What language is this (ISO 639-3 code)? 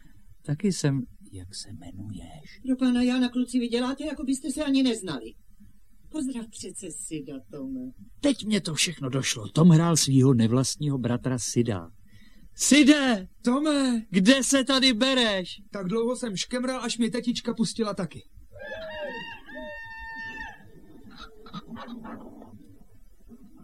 ces